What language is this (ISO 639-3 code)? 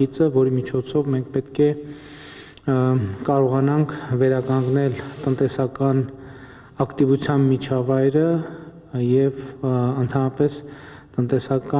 hye